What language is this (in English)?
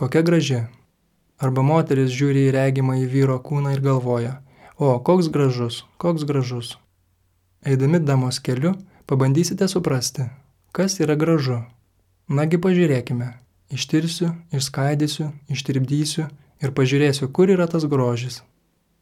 Lithuanian